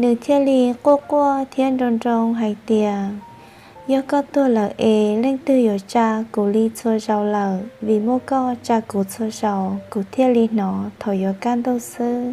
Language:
Hmong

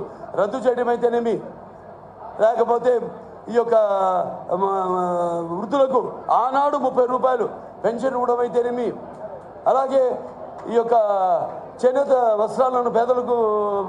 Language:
Telugu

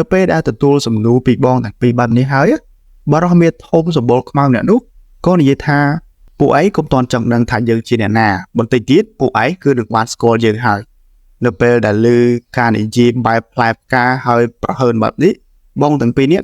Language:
Khmer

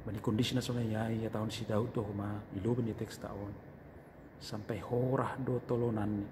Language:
Batak Simalungun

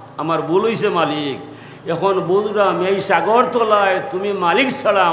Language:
Sylheti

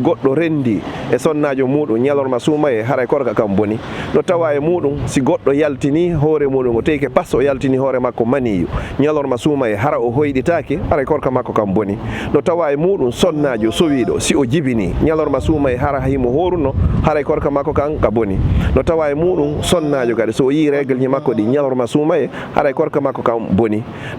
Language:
Fula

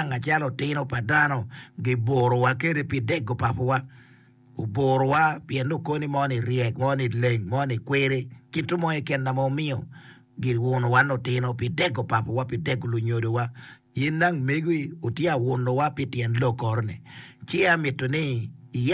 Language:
Acoli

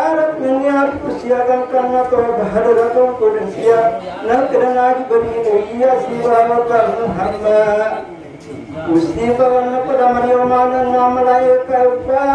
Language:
Buginese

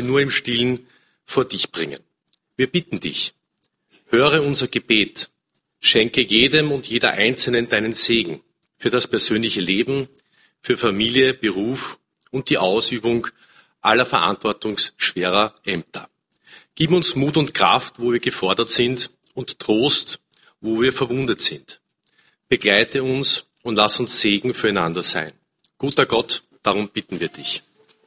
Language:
German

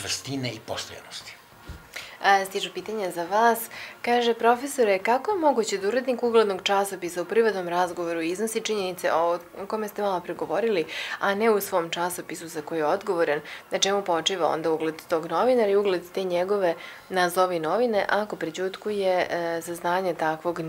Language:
Serbian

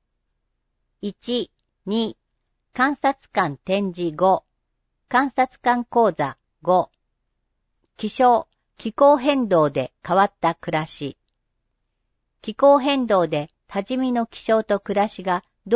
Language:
Japanese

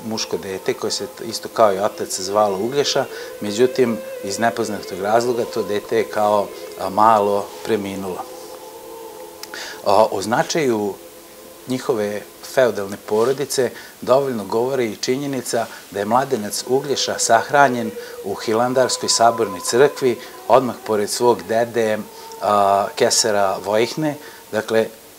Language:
Serbian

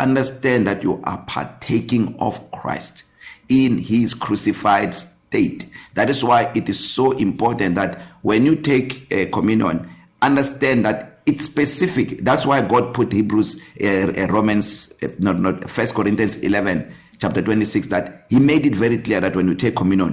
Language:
English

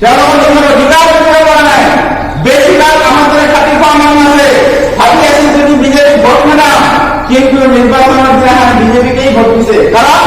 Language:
Assamese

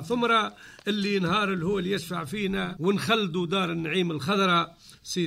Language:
Tunisian Arabic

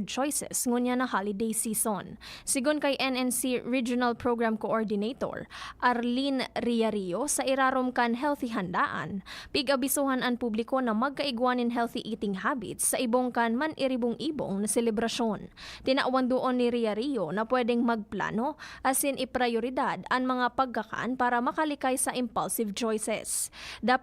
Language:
Bikol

